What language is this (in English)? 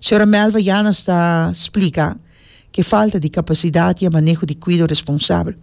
Papiamento